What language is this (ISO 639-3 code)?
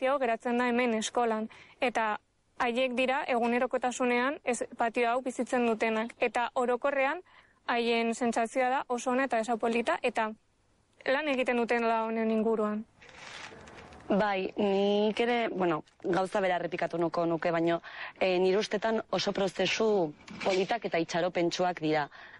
eus